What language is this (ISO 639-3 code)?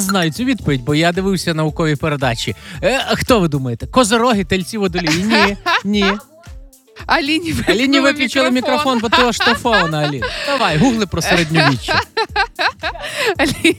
ukr